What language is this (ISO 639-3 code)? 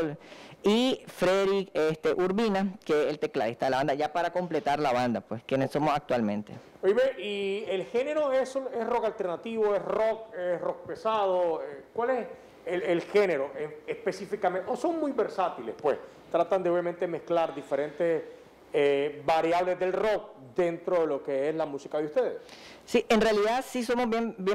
spa